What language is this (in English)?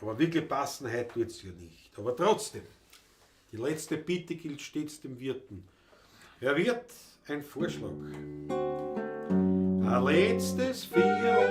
Bavarian